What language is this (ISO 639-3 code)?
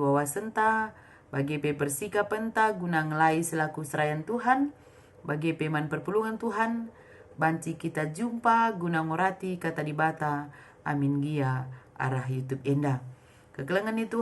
btx